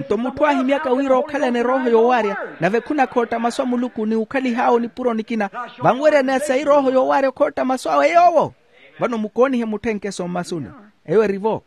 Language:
Makhuwa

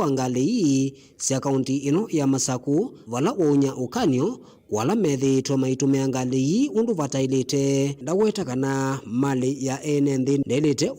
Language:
Kamba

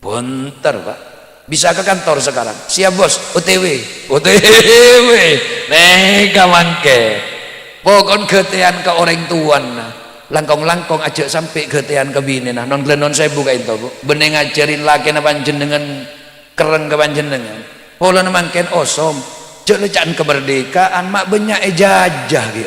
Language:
Madurese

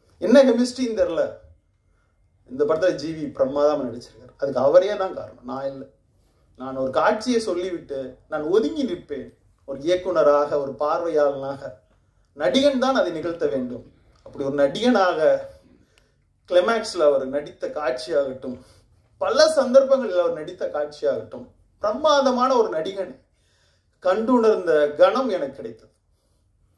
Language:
Tamil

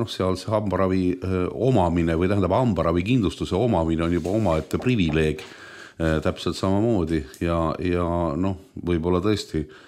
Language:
Estonian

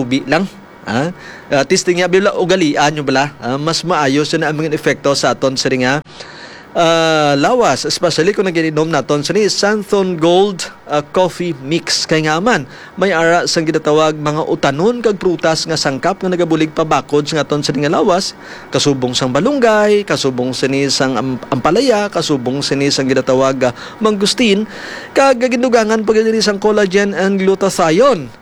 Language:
Hiligaynon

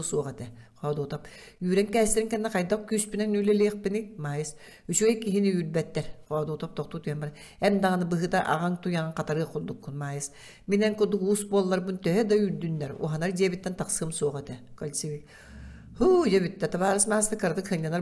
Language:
Yakut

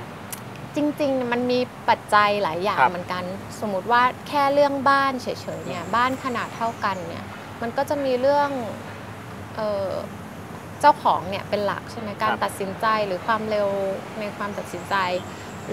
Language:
Thai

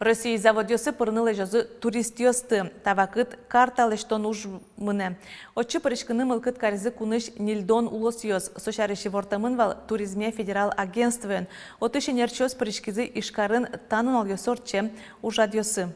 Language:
Udmurt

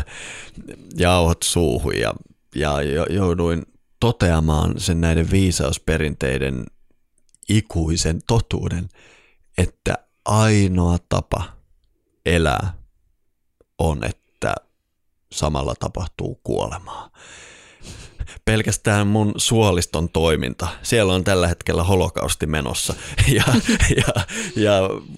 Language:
Finnish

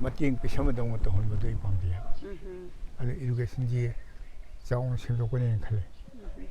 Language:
Manipuri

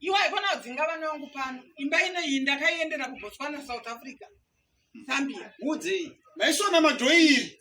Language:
Shona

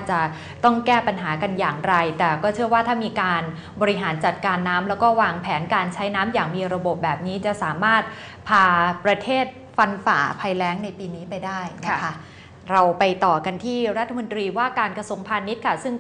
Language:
Thai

